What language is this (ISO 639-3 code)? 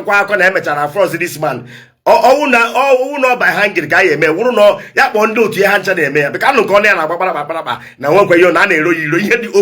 ibo